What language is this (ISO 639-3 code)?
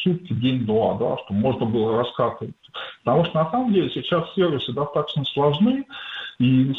rus